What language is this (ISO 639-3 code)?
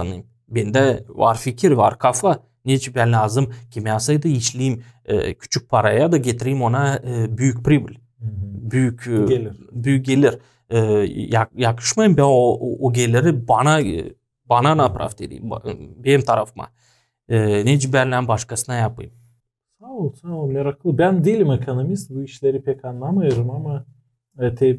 gag